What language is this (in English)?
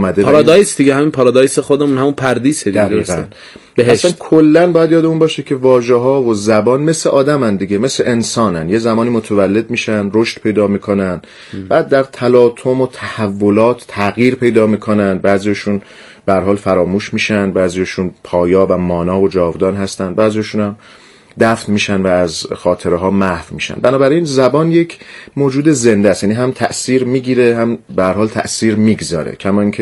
Persian